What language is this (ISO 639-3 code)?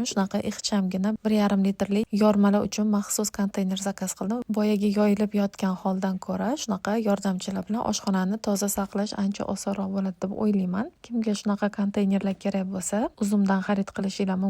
uzb